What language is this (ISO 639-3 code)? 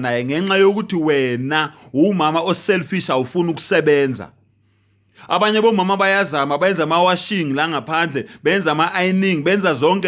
zul